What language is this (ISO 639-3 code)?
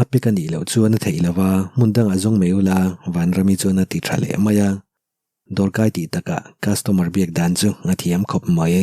lus